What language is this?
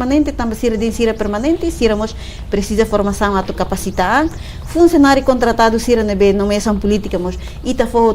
Tetum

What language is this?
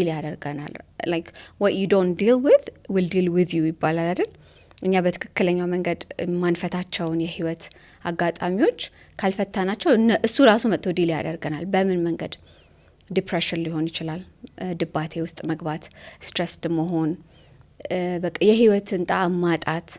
Amharic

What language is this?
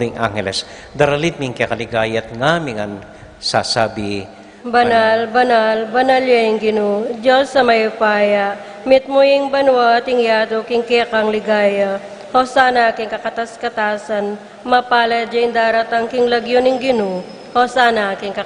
Pampanga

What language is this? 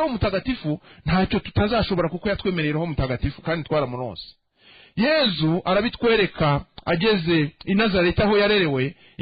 Kinyarwanda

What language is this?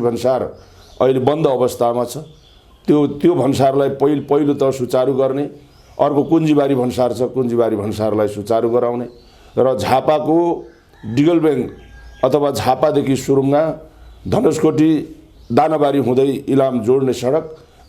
Nepali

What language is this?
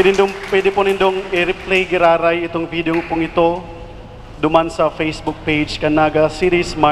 Bikol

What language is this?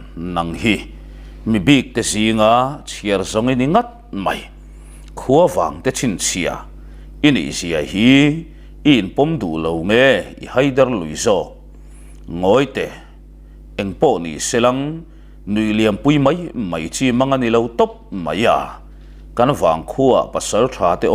Mizo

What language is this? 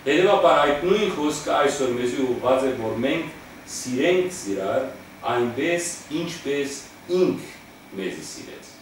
Western Armenian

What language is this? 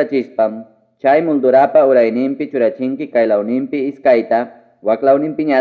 Ayacucho Quechua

